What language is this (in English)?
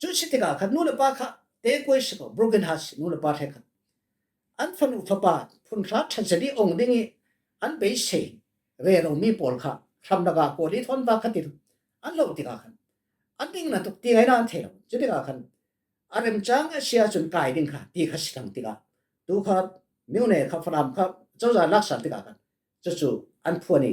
Falam Chin